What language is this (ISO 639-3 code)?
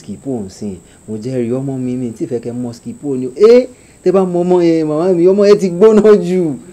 yor